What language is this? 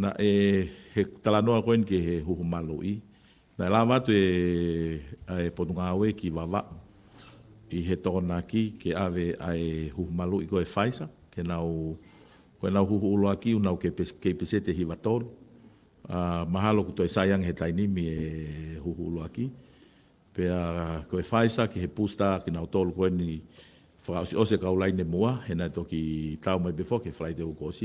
Tongan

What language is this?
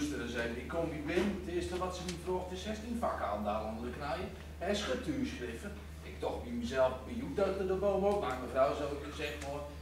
Gronings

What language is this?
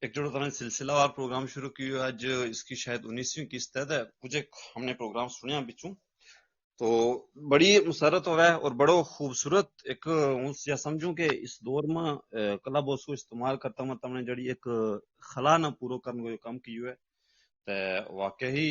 Gujari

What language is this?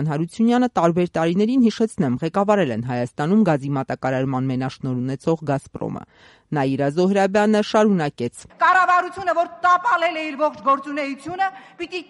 Armenian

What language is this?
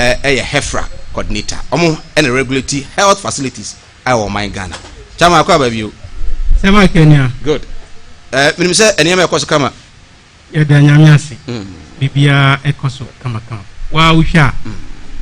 Akan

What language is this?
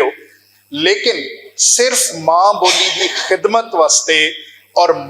Western Panjabi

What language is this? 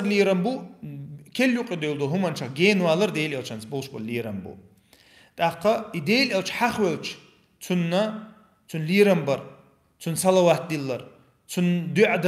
Chechen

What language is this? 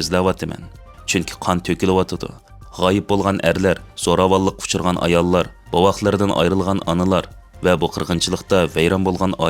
Uyghur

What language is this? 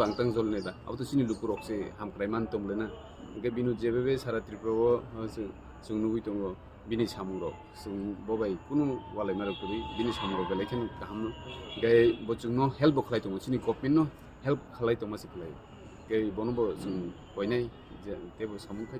Kok Borok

